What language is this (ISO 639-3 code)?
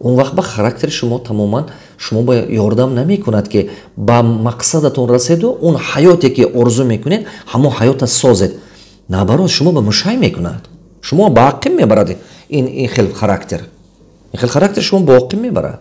tgk